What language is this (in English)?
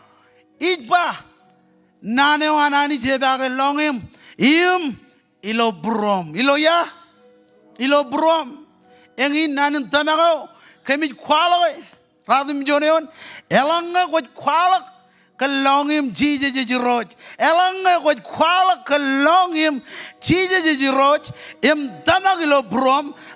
Marshallese